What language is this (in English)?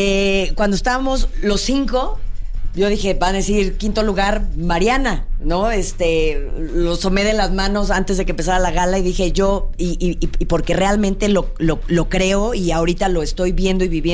Spanish